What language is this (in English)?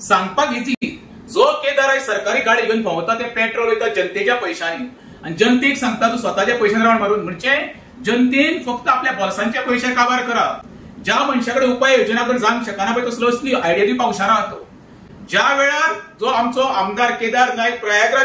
Konkani